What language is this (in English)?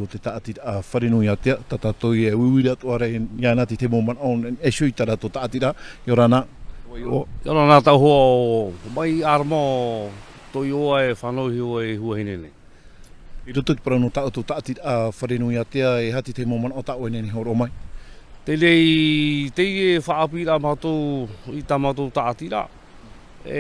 Tahitian